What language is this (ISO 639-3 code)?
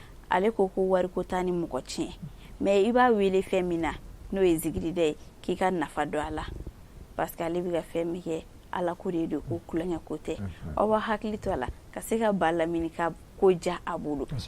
bam